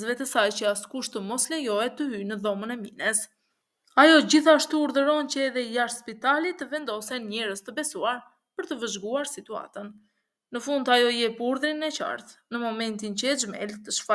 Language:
Albanian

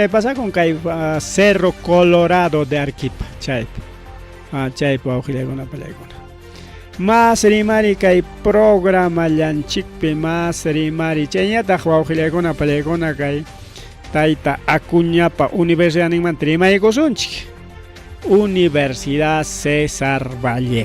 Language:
Ayacucho Quechua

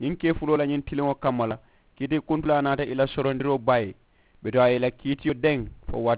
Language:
Mandingo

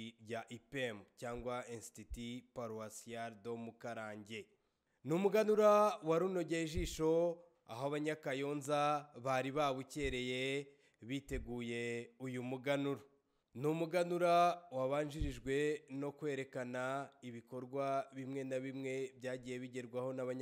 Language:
Kinyarwanda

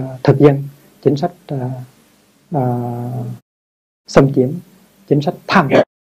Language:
Vietnamese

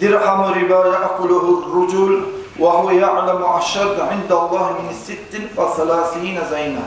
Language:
Kumyk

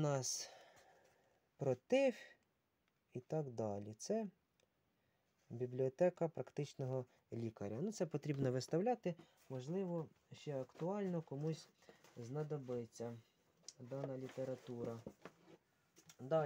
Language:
Ukrainian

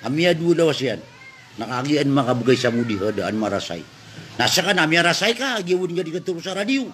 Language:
Maranao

